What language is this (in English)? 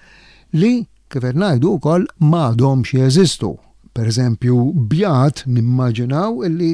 Maltese